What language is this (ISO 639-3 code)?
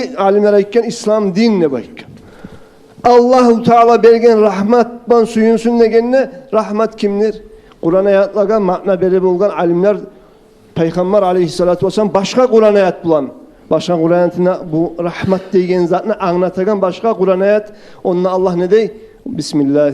kum